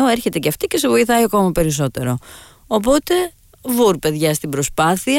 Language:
Greek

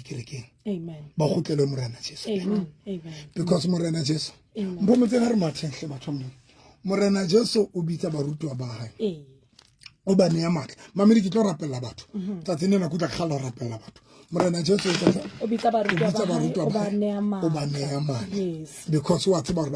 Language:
Southern Sotho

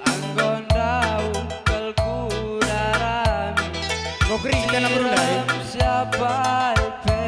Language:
Batak Karo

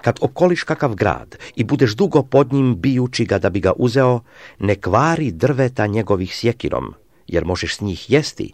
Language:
Serbian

